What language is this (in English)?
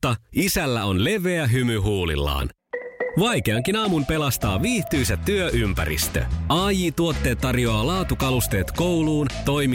Finnish